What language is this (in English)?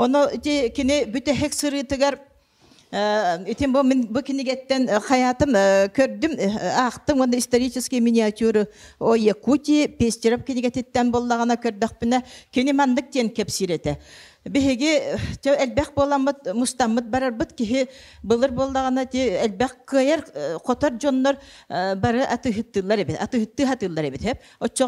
Yakut